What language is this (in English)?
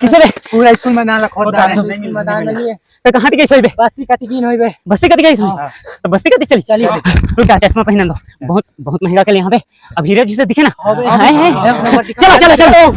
Chhattisgarhi